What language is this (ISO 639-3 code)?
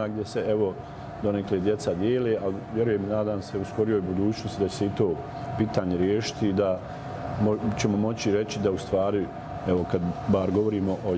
bos